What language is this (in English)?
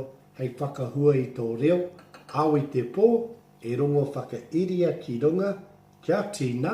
Māori